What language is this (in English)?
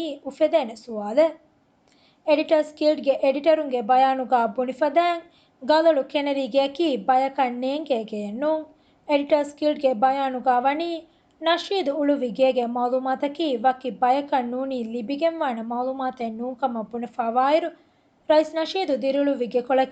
Divehi